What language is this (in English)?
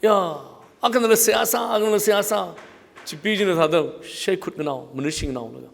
Tangkhul Naga (India)